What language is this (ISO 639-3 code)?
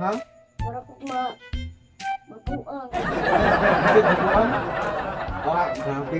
ceb